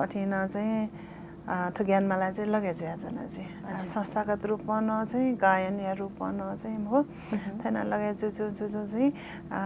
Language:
Newari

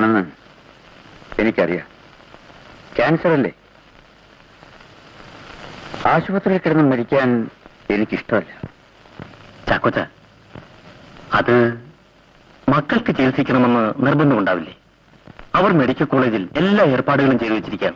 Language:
Malayalam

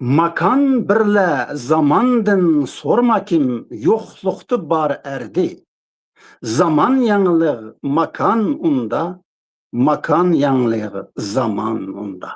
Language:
Uyghur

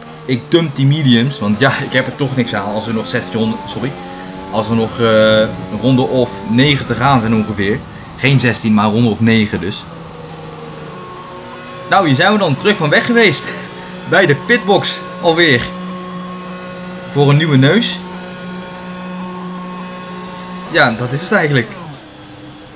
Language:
Dutch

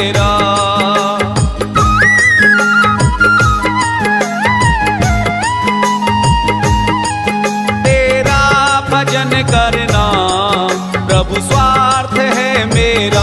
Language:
Hindi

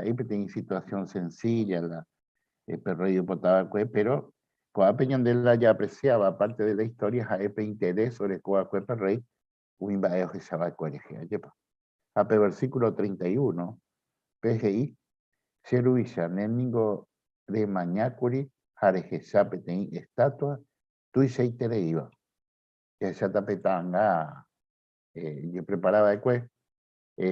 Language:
Guarani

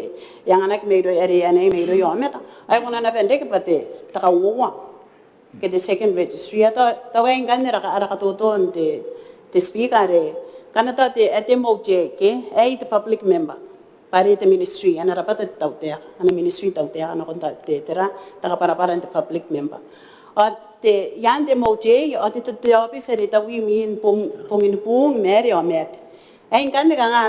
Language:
Gilbertese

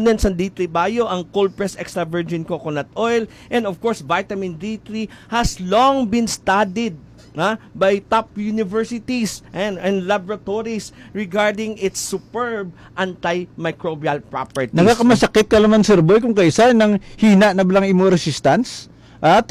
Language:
Hiligaynon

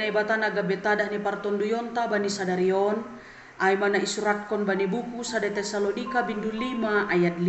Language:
Batak Simalungun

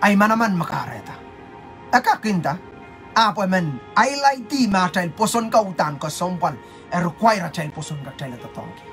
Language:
Pohnpeian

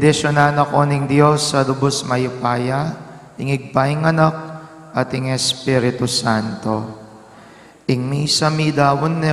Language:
Pampanga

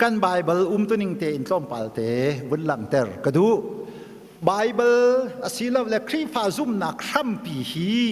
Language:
Hakha Chin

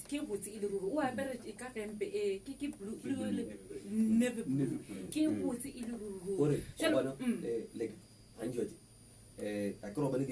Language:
Northern Sotho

